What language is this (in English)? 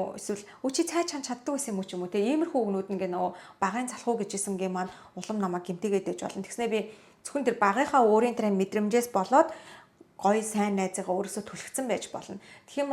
Mongolian